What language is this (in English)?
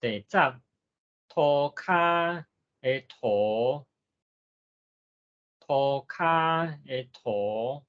Min Nan Chinese